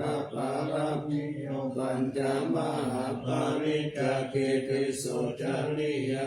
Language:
Pali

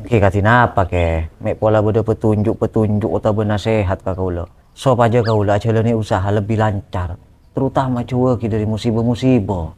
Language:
Madurese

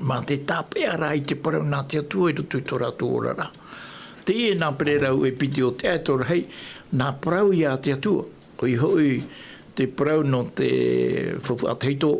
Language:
Tahitian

